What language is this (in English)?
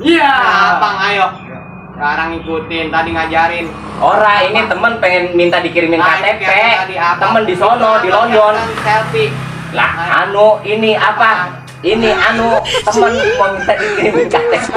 Betawi